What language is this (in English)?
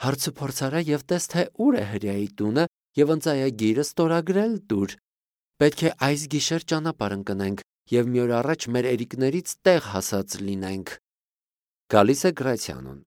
Armenian